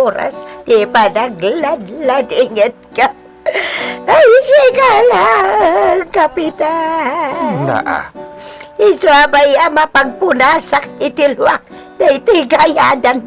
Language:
Iloko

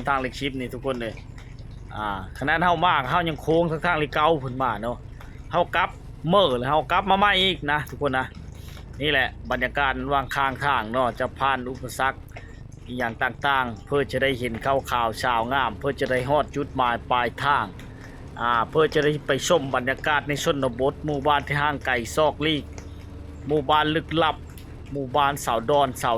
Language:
Lao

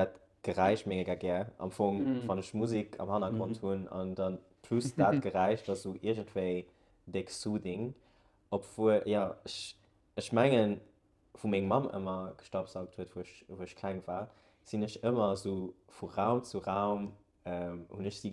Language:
Luxembourgish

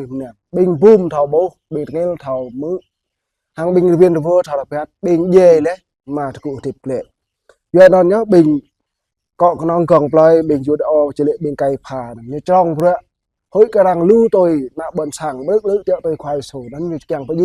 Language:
Jarai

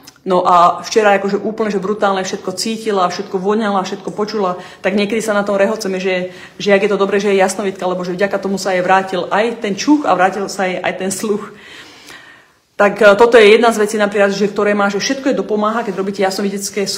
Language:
Slovak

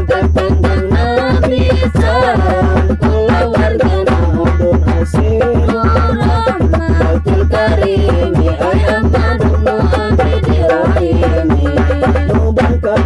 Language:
Sundanese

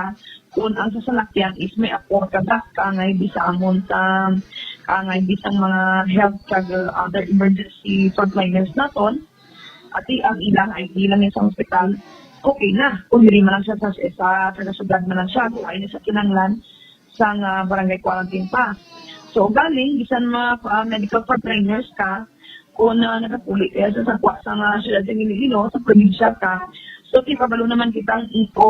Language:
Hiligaynon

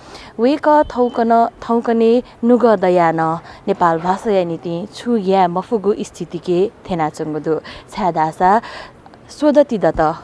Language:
Newari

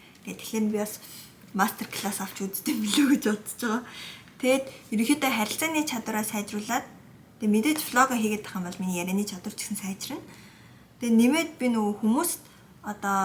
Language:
Mongolian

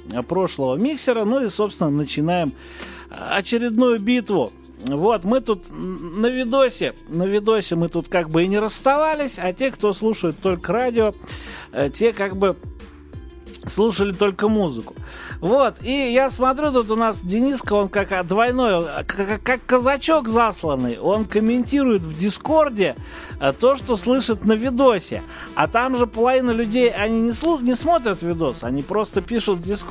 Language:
Russian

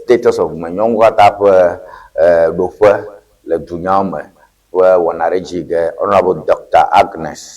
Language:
Ewe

